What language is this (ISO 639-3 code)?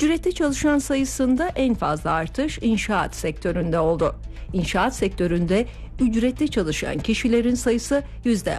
tur